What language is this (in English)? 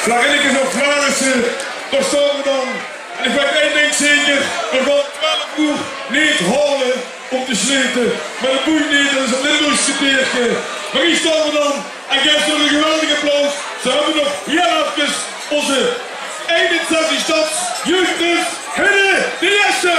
Limburgish